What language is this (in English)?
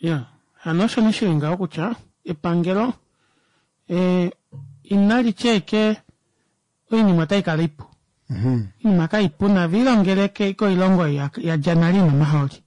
Kuanyama